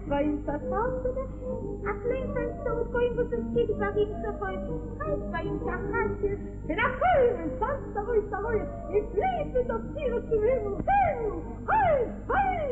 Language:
Yiddish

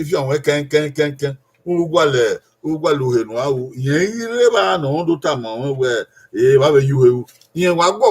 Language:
Bini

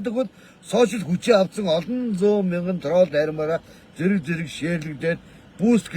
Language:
Mongolian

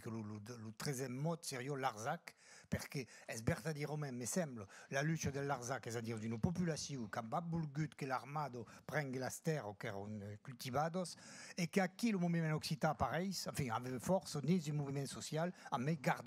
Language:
Occitan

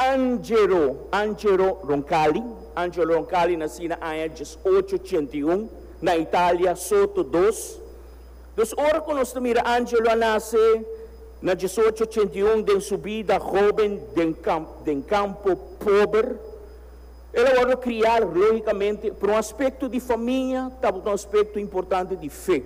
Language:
Papiamento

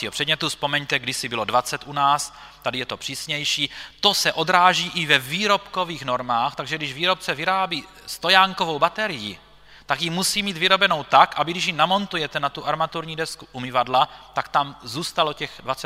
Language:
Czech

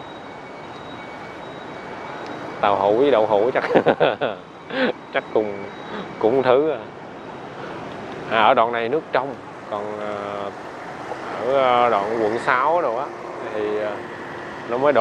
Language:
Vietnamese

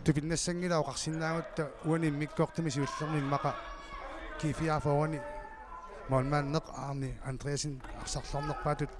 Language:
Kalaallisut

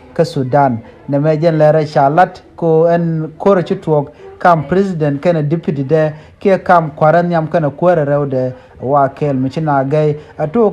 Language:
Nuer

